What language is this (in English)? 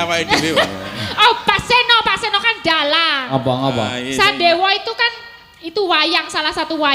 Javanese